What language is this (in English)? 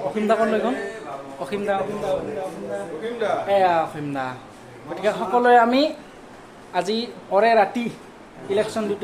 Assamese